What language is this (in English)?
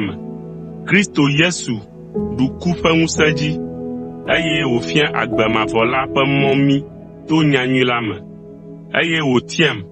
Ewe